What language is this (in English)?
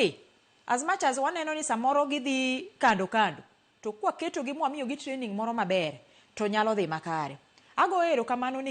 Luo (Kenya and Tanzania)